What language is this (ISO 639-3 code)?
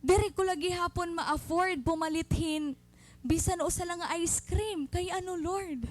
war